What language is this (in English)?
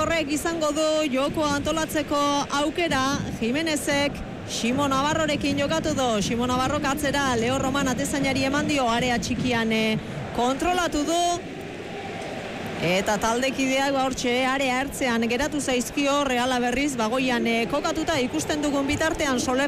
Basque